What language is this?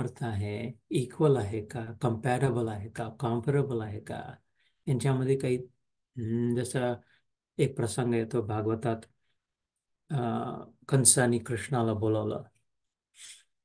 Marathi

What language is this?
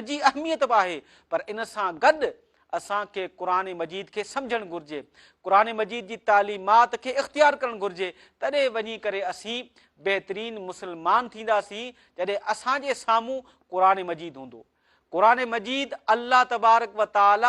Sindhi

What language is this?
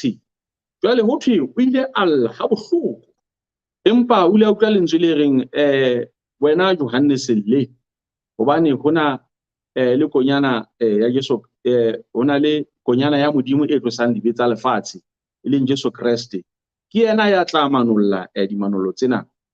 Southern Sotho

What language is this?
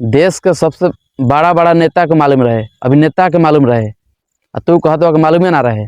Bhojpuri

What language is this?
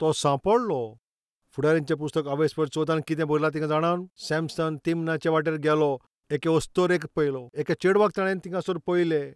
Konkani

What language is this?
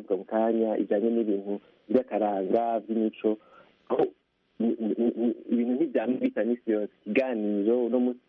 Kinyarwanda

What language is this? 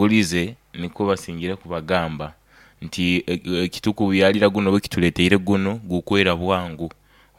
Nyoro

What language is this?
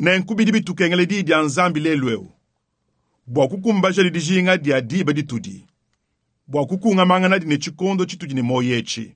Luba-Lulua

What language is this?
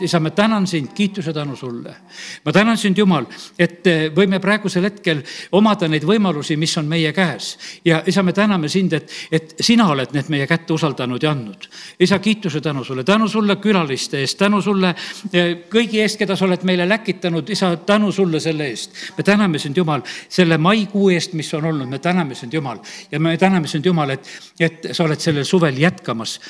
Estonian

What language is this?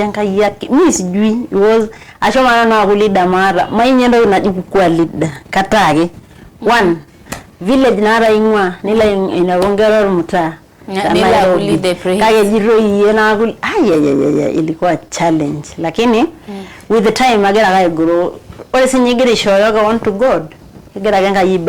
Masai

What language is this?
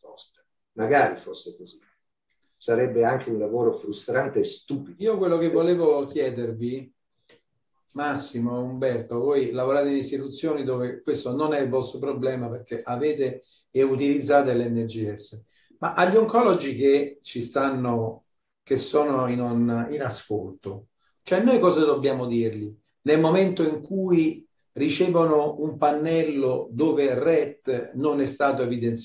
Italian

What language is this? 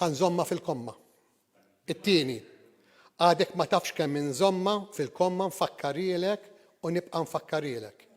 Maltese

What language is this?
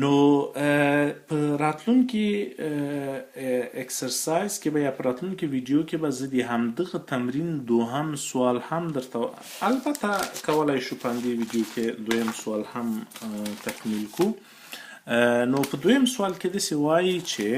Pashto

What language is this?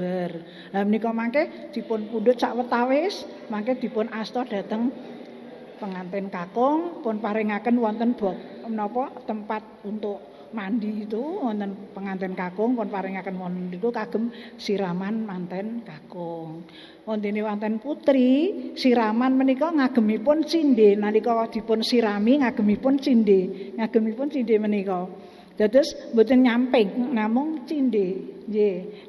Javanese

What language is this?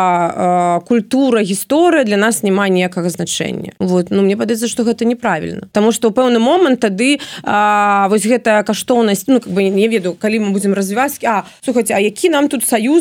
Belarusian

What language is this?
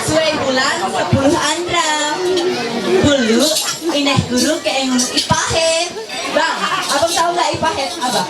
Ma'anyan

